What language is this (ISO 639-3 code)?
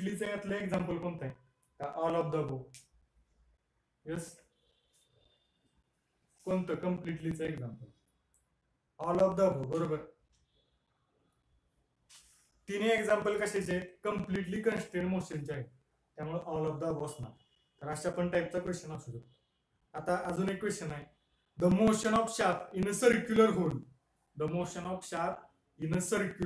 mar